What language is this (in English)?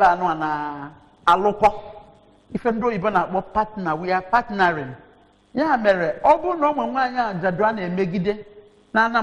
Igbo